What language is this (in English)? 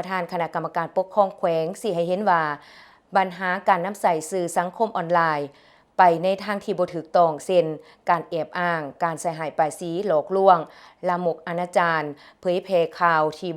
Lao